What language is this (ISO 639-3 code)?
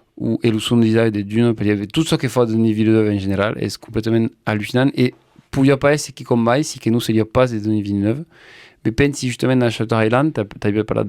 oci